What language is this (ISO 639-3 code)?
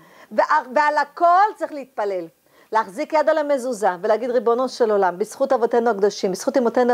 heb